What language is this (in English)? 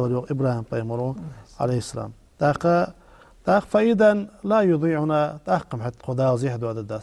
Ingush